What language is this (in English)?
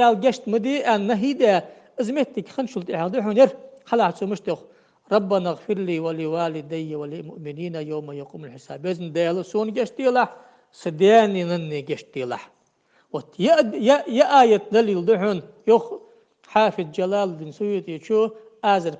Ingush